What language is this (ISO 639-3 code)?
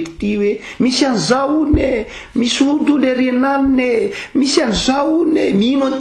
mlg